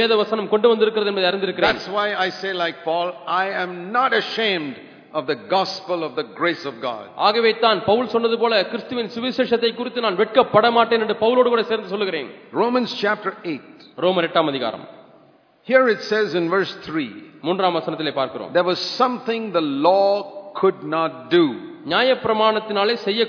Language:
Tamil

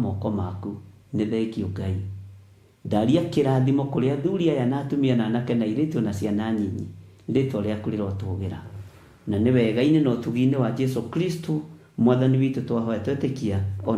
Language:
Kikuyu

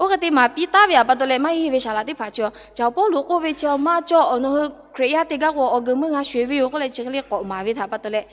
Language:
Lahu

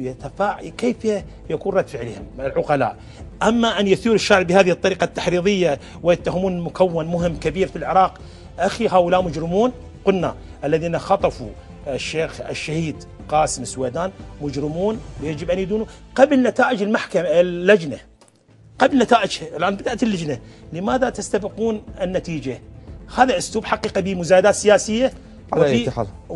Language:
Mesopotamian Arabic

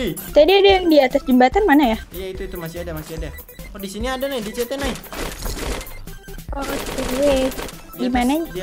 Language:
Indonesian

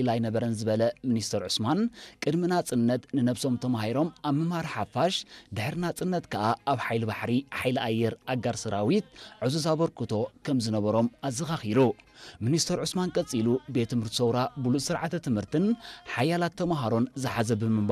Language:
Tigrinya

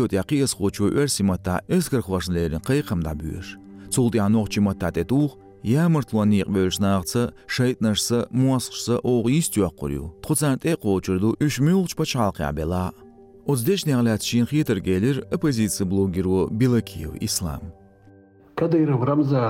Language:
Chechen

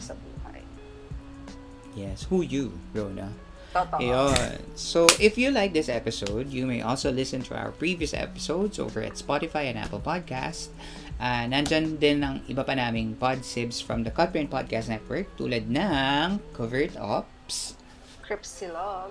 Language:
Filipino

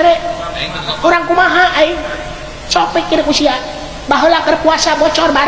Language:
Sundanese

